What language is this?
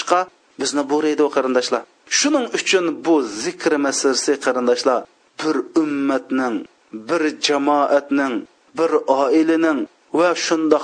Uyghur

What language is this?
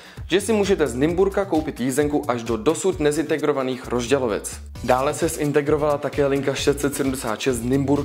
Czech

